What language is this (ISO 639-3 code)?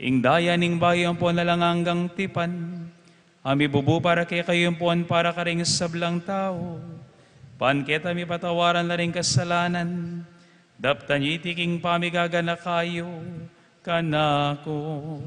pam